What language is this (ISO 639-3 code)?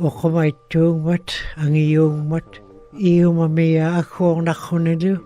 ikt